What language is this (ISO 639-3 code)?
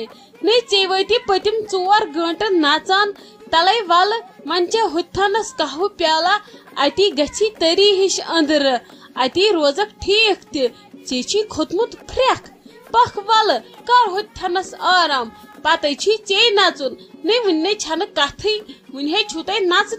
kas